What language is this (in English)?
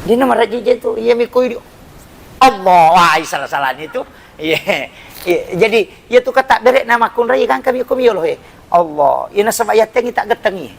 Buginese